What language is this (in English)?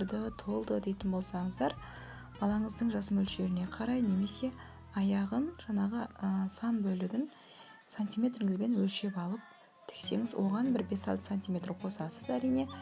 Kazakh